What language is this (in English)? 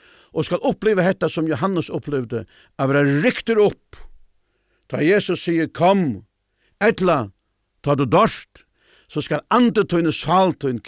Faroese